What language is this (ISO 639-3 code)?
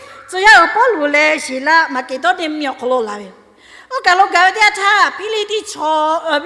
lhu